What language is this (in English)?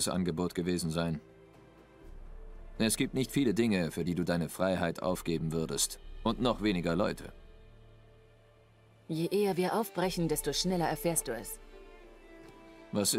German